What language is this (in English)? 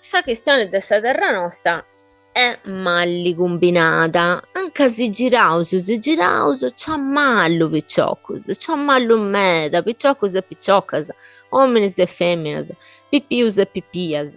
Sardinian